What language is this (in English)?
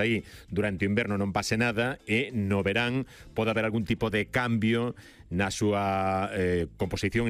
Galician